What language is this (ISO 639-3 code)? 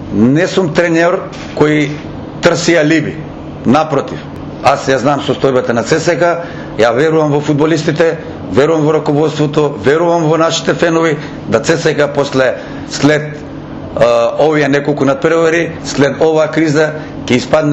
mkd